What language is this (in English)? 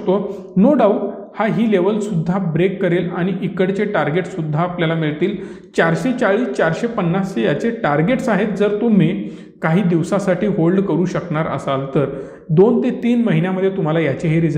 Marathi